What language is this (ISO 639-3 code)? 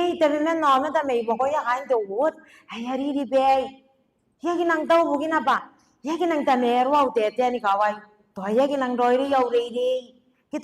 gil